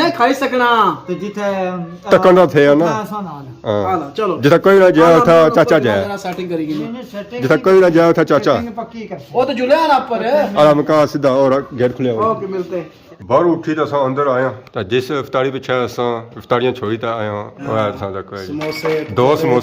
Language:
Pahari-Potwari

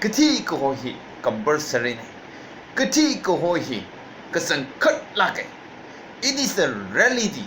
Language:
Tangkhul Naga (India)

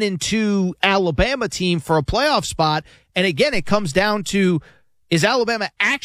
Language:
English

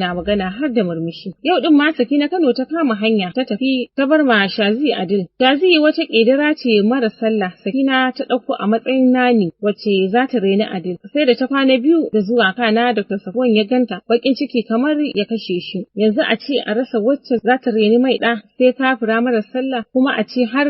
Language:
Hausa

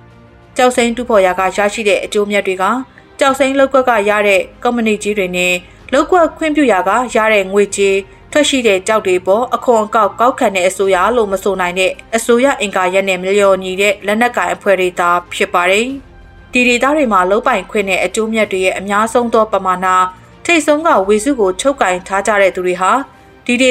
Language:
Burmese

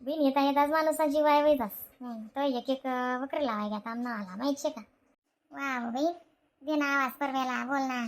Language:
Khandesi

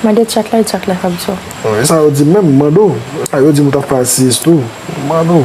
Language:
Haitian Creole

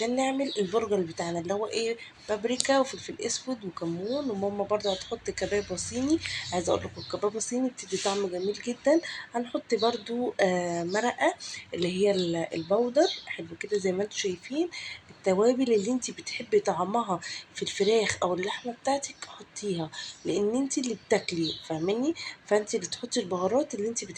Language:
Egyptian Arabic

